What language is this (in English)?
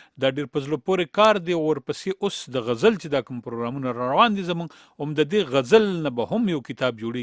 Pashto